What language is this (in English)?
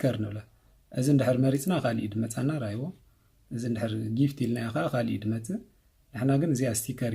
Tigrinya